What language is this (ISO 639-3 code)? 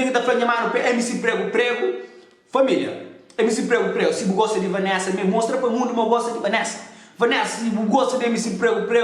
kea